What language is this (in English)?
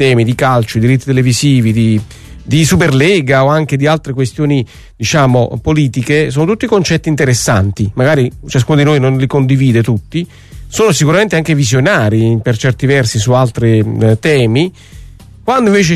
Italian